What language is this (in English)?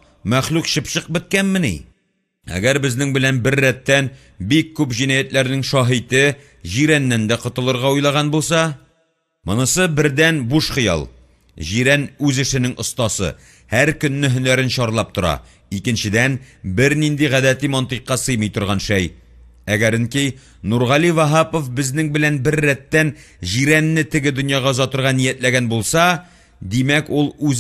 Tatar